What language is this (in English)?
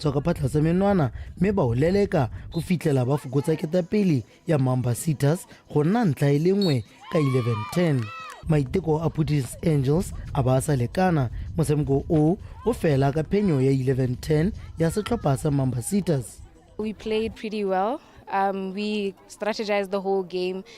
Tswana